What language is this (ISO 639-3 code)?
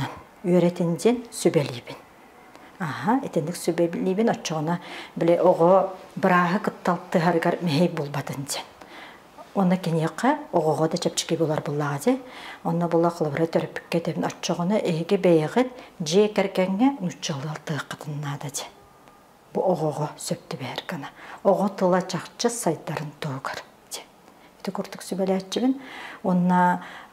sah